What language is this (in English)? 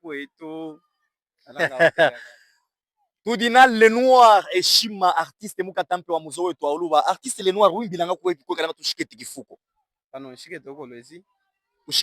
Luba-Katanga